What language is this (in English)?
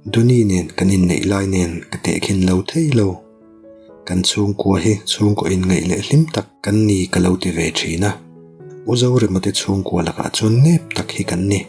Mizo